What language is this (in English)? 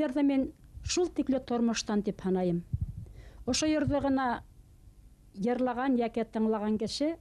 Bashkir